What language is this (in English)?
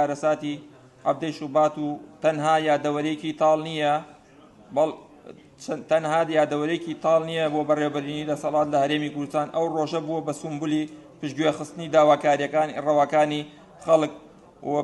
Central Kurdish